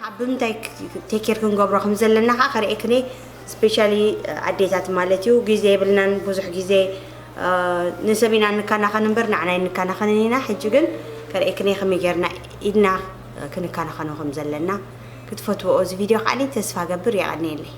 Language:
Tigrinya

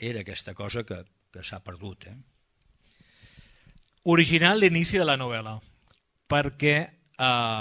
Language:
Catalan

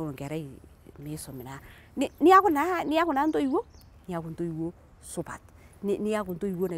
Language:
Masai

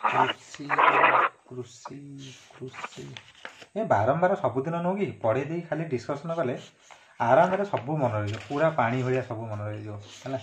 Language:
Odia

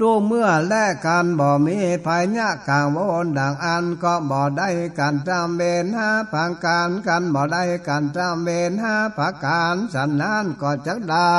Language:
Northern Thai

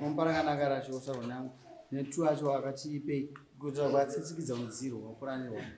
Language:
Shona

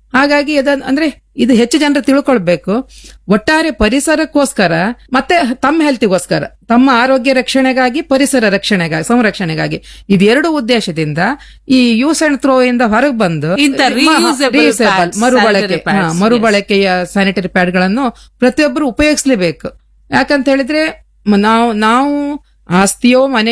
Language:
Kannada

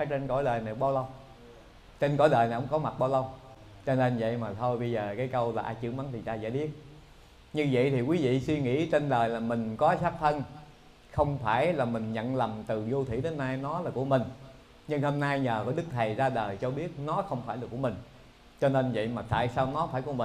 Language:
Vietnamese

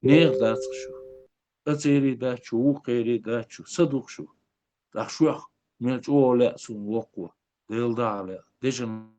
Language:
Chechen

